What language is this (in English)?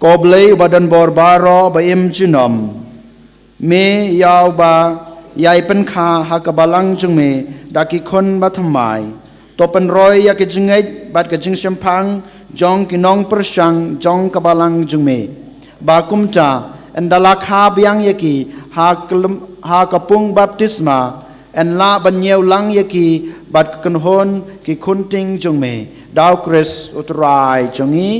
Khasi